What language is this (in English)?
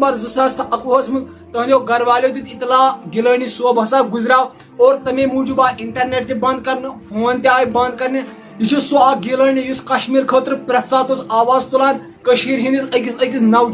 Kashmiri